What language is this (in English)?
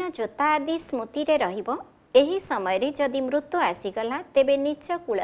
Odia